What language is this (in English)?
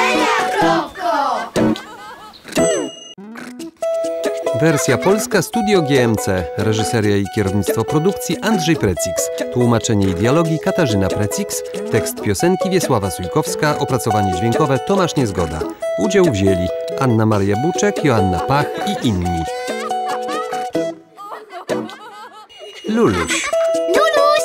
Polish